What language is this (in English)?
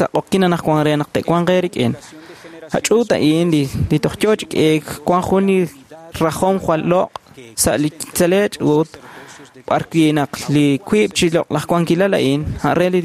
Kekchí